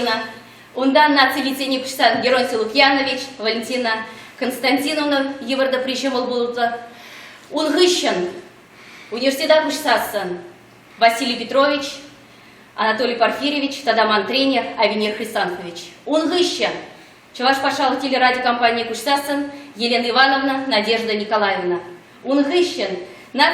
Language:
Chuvash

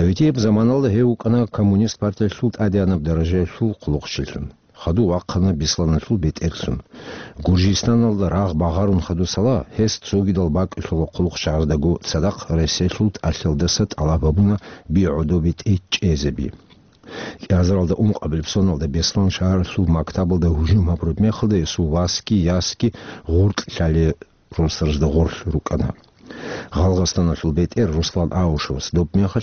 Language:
Avaric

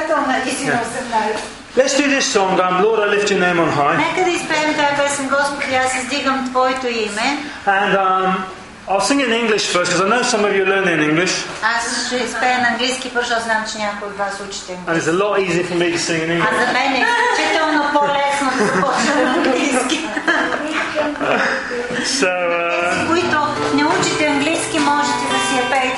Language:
Bulgarian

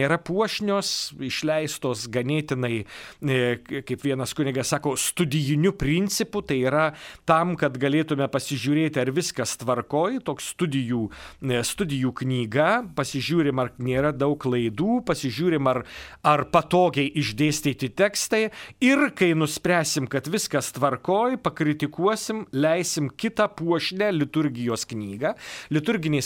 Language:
Lithuanian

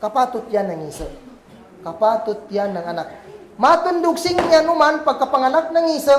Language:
Kagan Kalagan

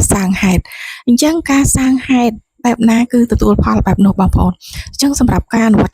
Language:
Khmer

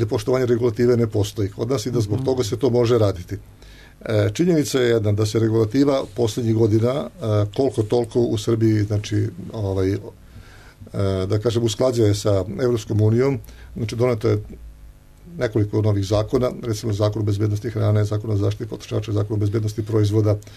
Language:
Serbian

